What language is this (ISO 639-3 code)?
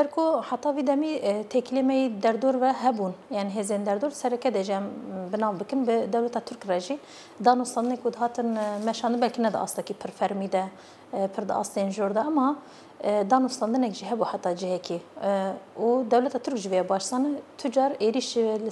kur